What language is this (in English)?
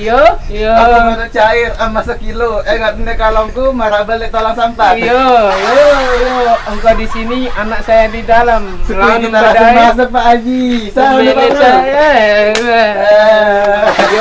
Sasak